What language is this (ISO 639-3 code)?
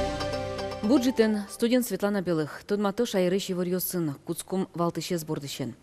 udm